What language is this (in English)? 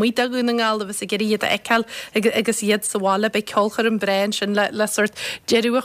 Irish